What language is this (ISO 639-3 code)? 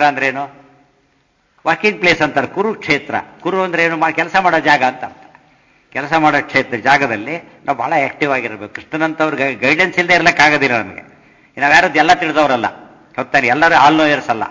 kan